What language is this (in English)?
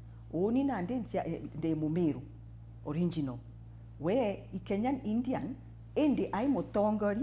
Meru